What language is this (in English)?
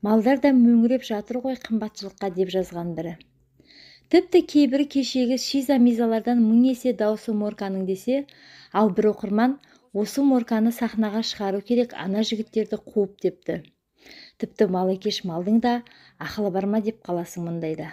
Kazakh